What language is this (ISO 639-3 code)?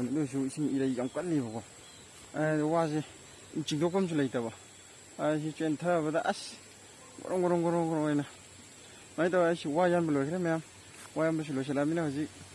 mni